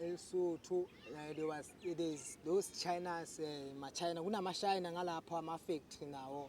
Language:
Zulu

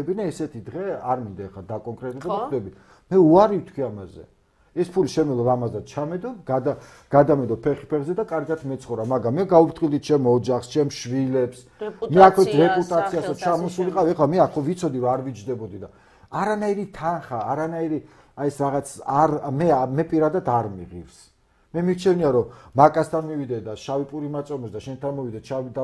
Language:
Georgian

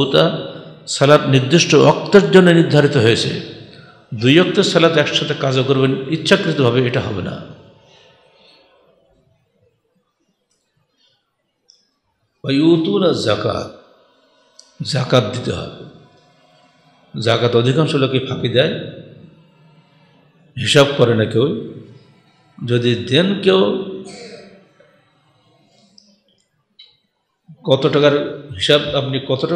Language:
Bangla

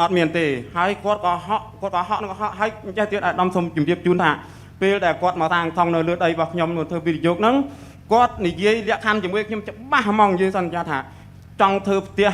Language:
Khmer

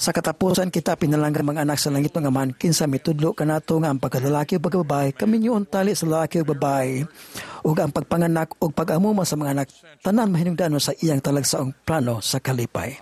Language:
Cebuano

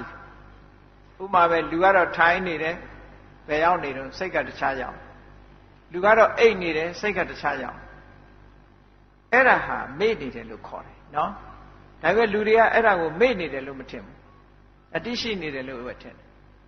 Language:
Burmese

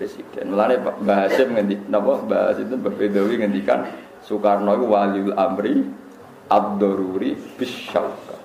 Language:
Javanese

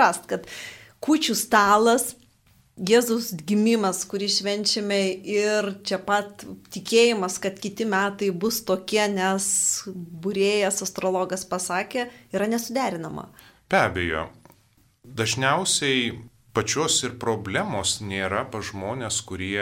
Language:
Lithuanian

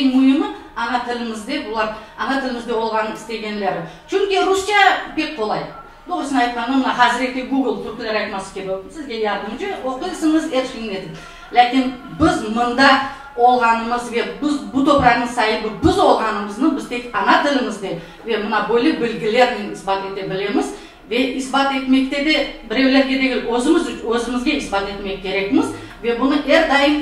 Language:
Crimean Tatar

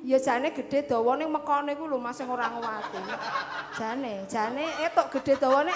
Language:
Javanese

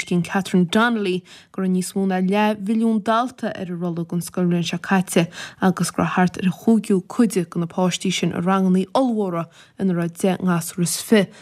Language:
Irish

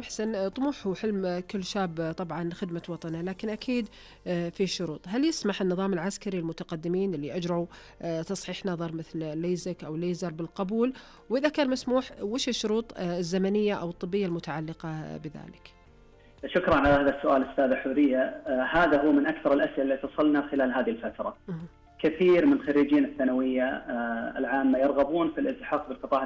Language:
Najdi Arabic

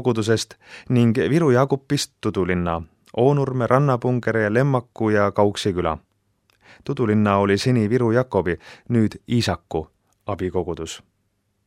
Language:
Estonian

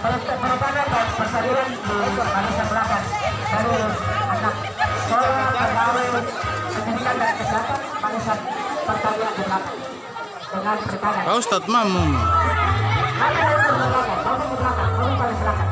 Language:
Papuan Malay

